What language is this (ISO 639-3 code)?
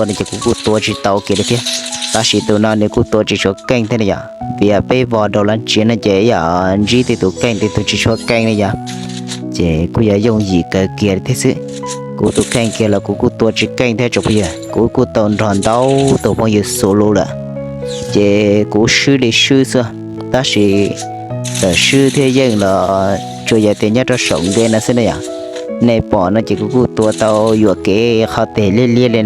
hmn